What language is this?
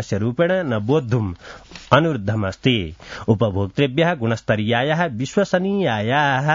Sanskrit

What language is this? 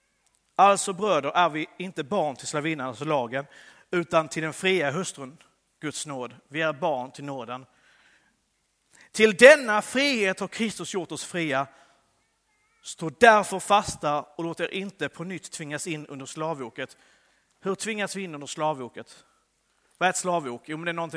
Swedish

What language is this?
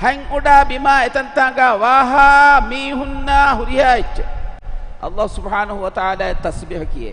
Divehi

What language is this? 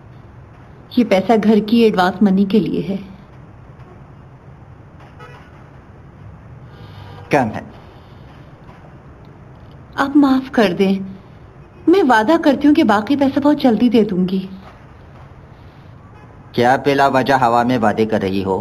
Hindi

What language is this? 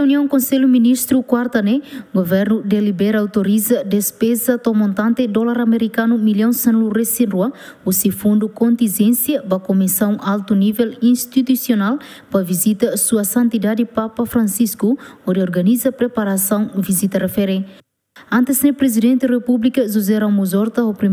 Tetum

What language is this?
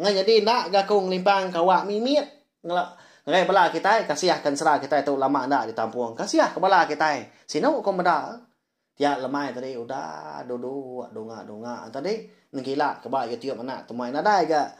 Iban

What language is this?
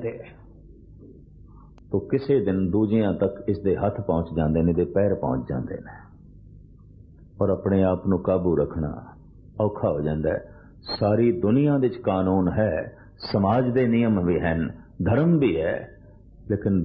Punjabi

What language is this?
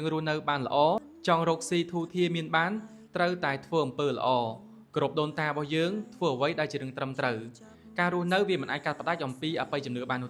Khmer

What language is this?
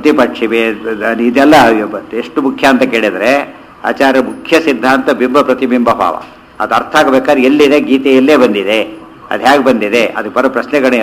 Kannada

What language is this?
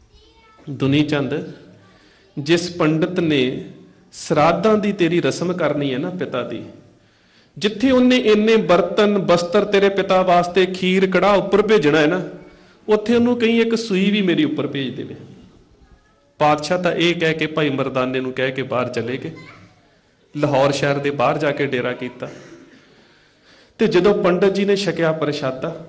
Punjabi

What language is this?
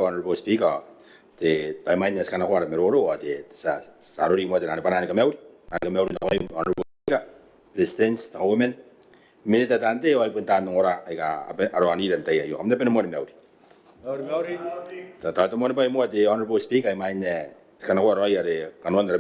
Gilbertese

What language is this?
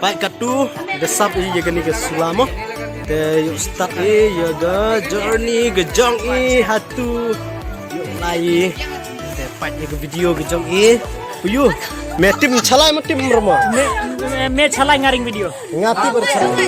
Khasi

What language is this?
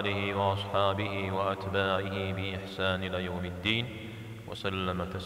Kabardian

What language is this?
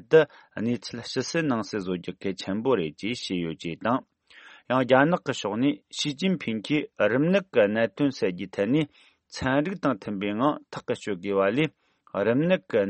Tibetan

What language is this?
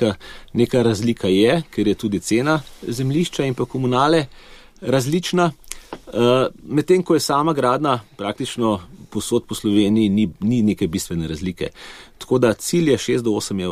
Slovenian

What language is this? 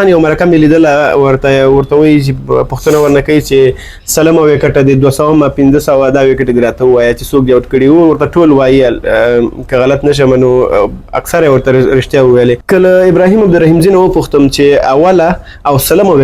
Pashto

